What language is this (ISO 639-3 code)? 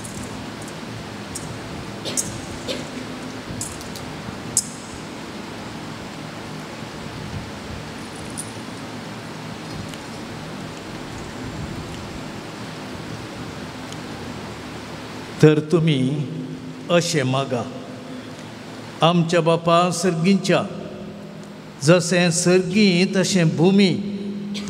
kok